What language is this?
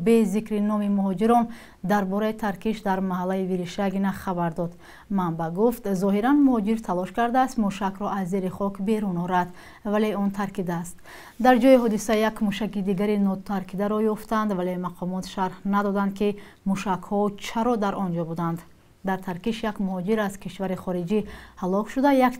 Tajik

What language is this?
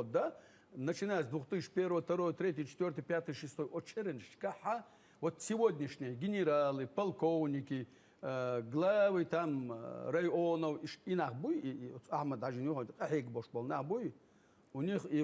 Chechen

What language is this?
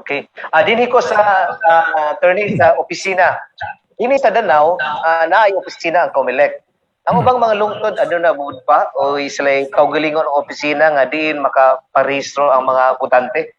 Cebuano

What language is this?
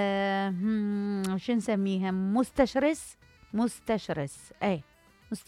Mesopotamian Arabic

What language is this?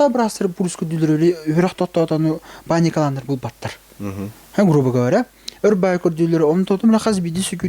Yakut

